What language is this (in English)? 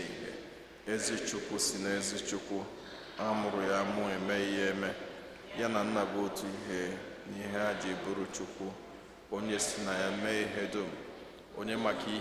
Igbo